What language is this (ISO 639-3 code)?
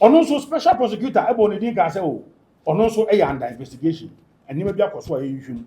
aka